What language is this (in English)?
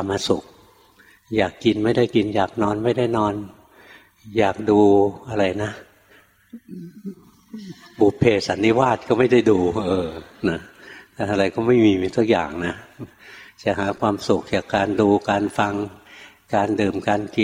Thai